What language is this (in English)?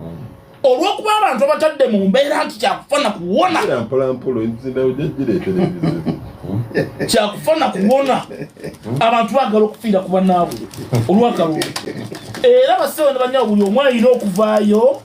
Ganda